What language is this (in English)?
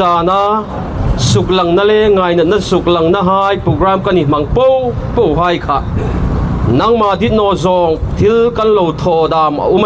Hmar